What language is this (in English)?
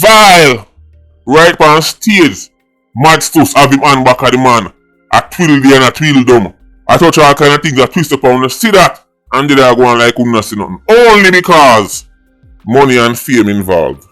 Jamaican Creole English